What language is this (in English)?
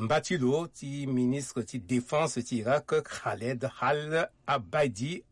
Sango